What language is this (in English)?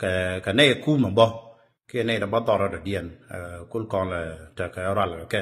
Nuer